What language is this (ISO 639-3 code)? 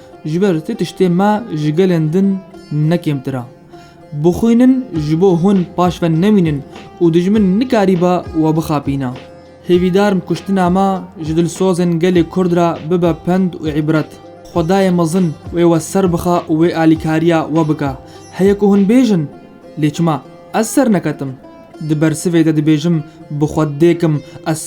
kur